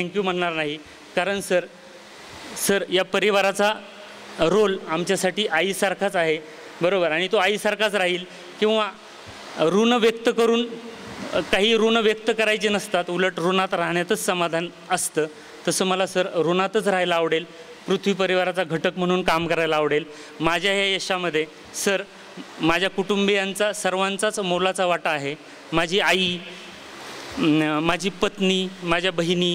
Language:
Marathi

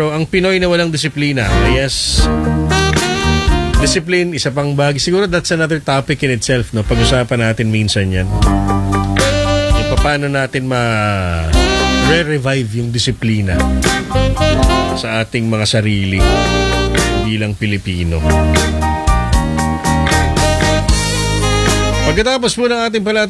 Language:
Filipino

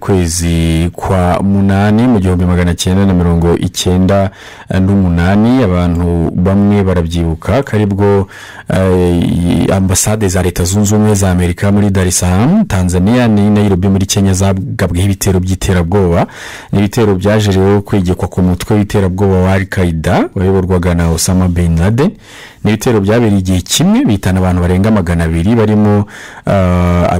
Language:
Kinyarwanda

